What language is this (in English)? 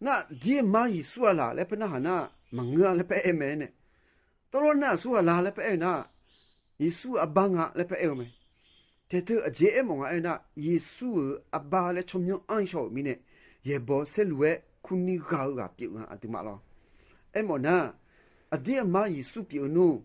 Akha